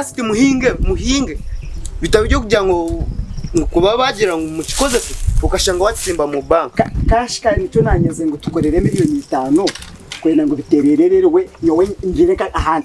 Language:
Nyankole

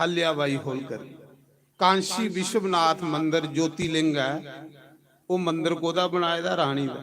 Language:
Dogri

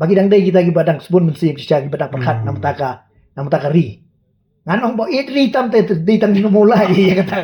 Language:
Khasi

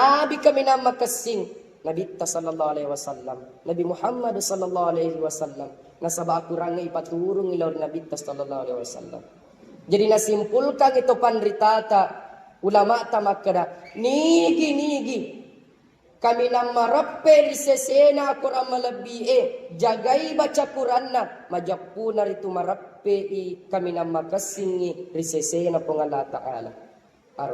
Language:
Buginese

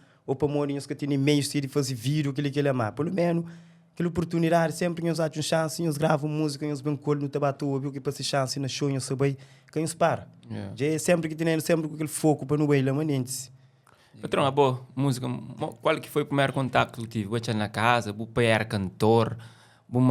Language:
Kabuverdianu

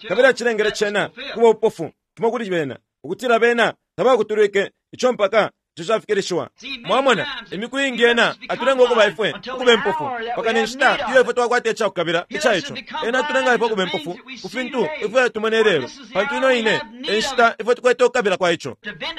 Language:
Bemba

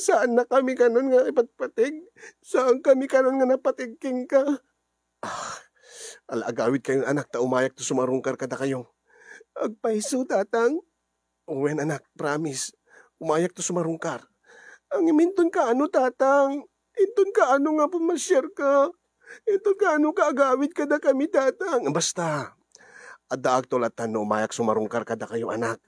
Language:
Iloko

